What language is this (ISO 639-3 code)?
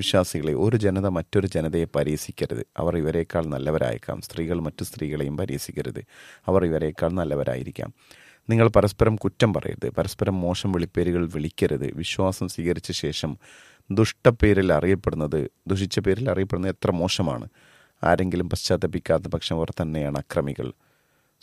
mal